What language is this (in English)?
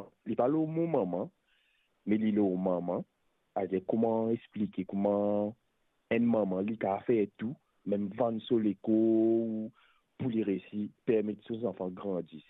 Morisyen